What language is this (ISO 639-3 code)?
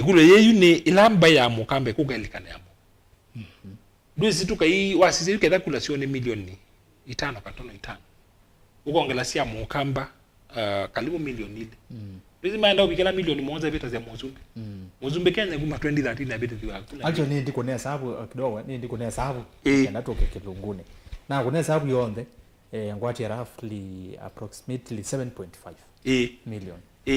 kam